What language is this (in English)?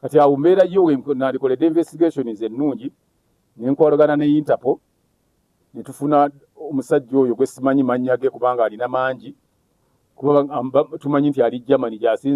Ganda